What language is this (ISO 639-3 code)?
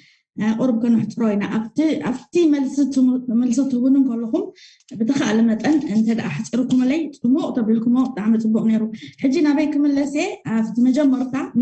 tir